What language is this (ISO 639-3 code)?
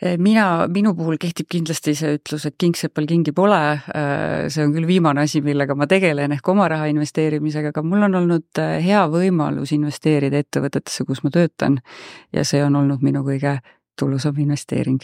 est